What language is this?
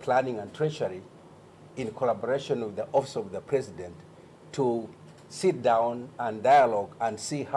Kamba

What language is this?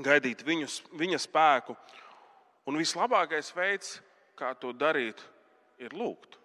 Latvian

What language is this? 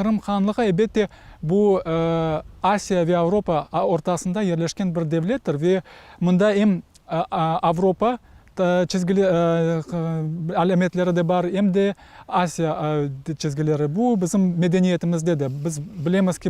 Crimean Tatar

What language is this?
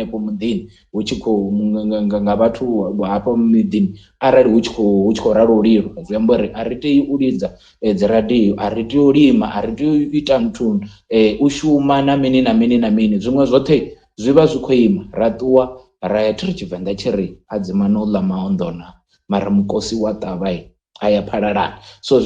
Venda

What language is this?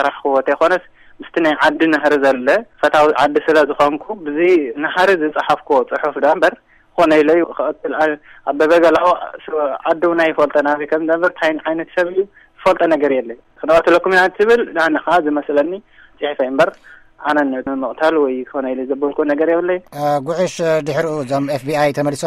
Tigrinya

